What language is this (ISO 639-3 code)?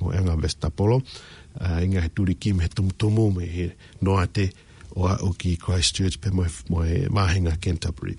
ton